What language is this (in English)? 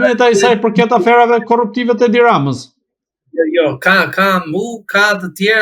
Albanian